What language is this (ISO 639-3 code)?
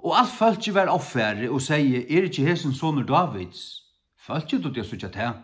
fao